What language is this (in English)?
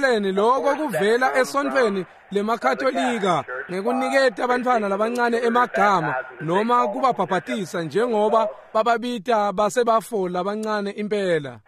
Swati